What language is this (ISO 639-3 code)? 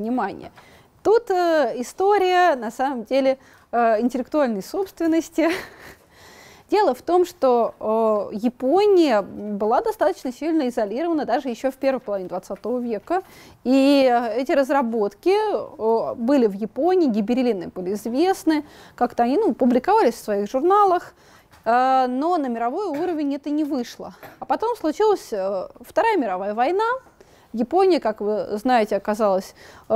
rus